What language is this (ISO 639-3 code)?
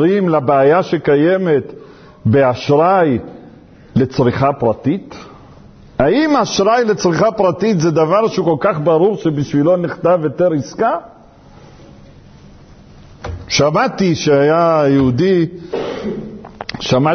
heb